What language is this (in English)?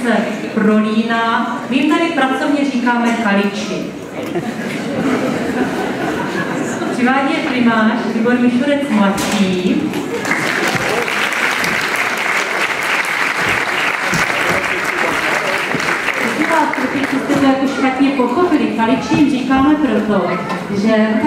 Czech